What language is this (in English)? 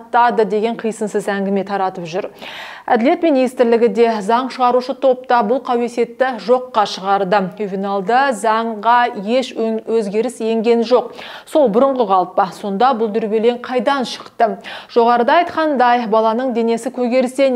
Kazakh